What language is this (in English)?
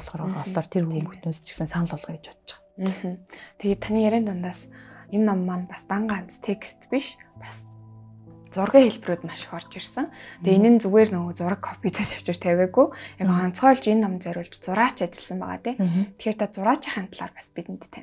Mongolian